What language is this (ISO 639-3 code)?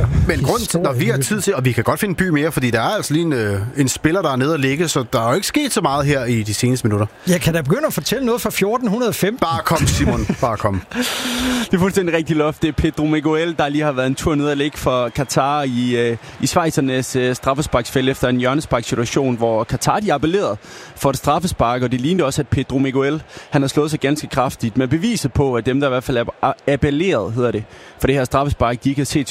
dan